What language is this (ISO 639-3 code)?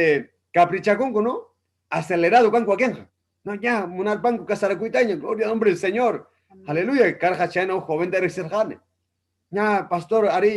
quy